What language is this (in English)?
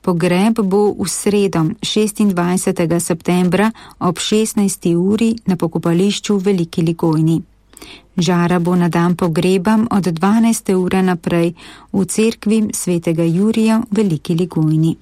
Slovenian